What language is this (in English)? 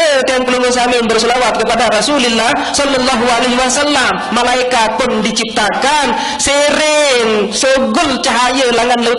Sasak